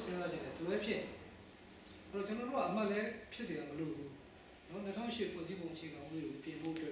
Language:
Burmese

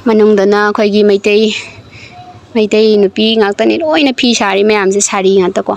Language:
Manipuri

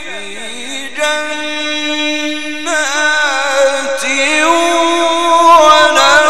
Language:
Arabic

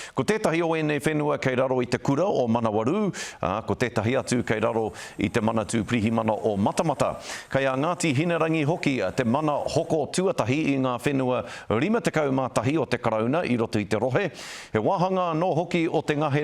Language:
Māori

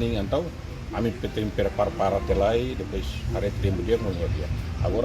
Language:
Tetum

